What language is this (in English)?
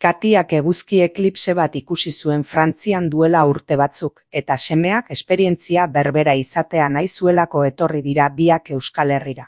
Basque